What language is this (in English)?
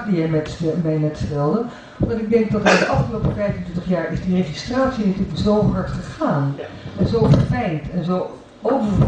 Dutch